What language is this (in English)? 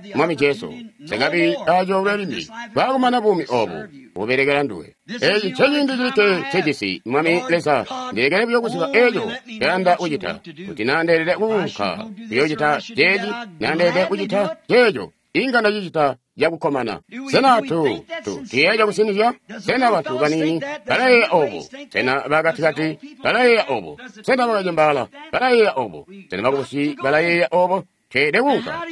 Tonga (Zambia)